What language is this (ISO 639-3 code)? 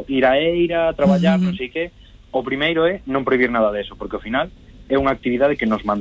glg